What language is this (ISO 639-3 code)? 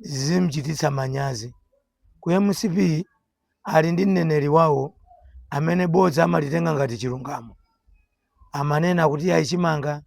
nya